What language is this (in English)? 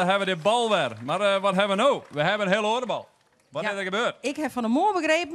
Western Frisian